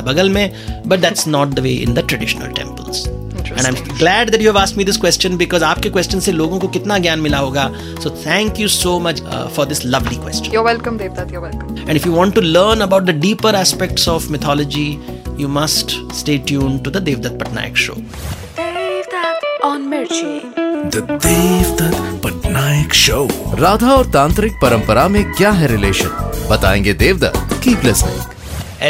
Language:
Hindi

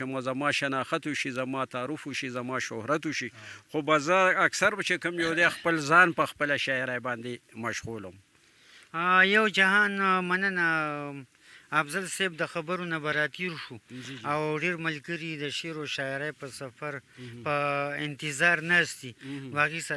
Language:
Pashto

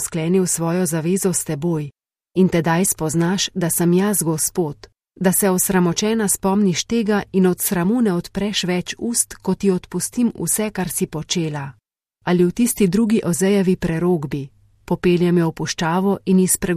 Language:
Slovenian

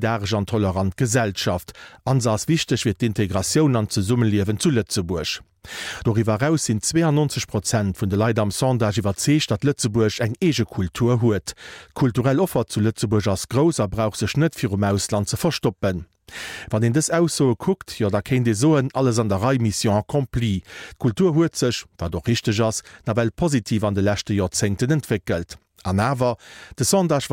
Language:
Luxembourgish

